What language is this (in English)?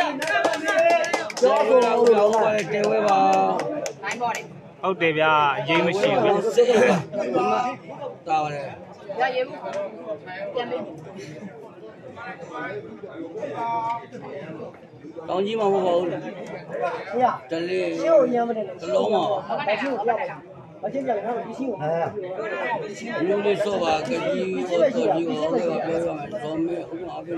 Burmese